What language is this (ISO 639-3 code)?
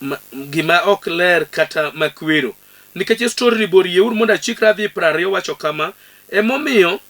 luo